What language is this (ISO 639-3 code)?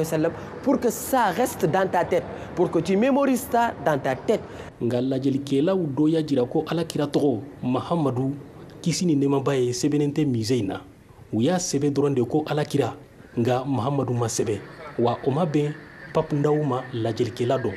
bam